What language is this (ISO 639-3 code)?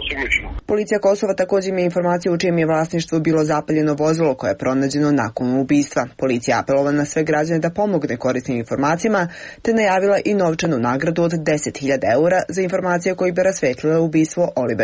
srp